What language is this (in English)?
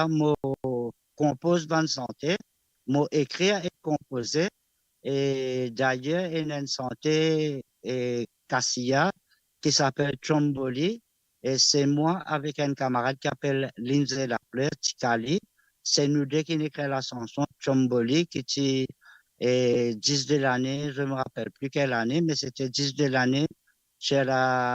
Morisyen